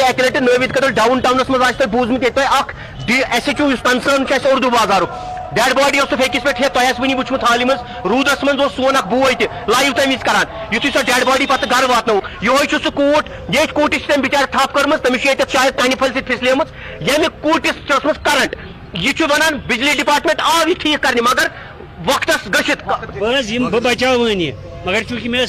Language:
Kashmiri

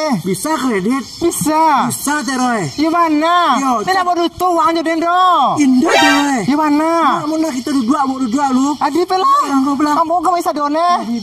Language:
Minangkabau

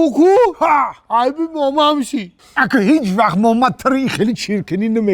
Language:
Tajik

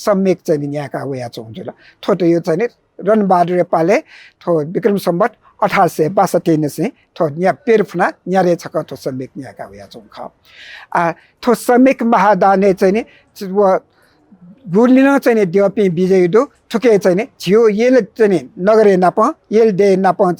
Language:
Newari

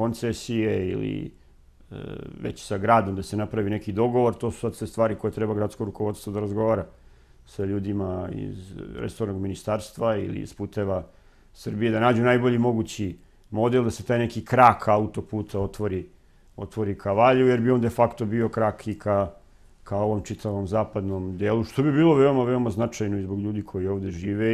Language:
Serbian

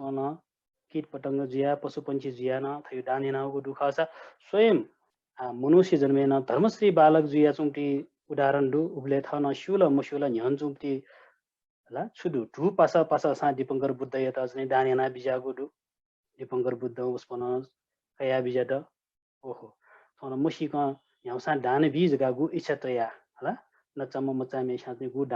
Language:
Newari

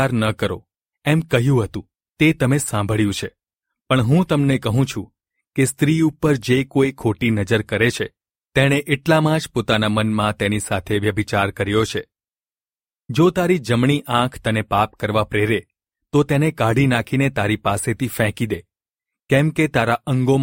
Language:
Gujarati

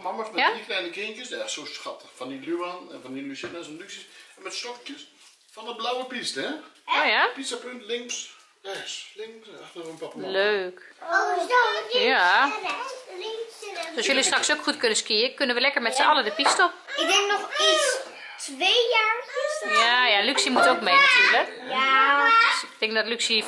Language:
Dutch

